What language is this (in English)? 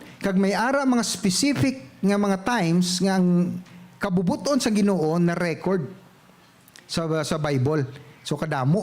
Hiligaynon